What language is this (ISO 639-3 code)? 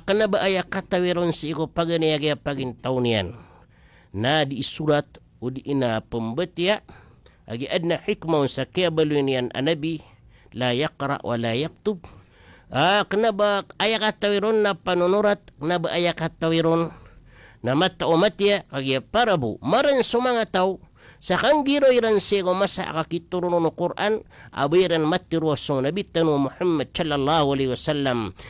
mrw